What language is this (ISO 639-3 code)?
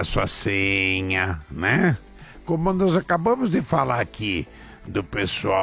por